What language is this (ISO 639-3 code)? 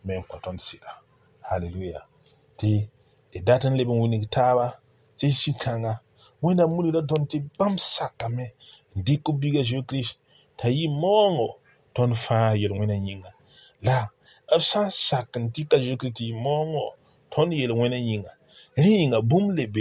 mos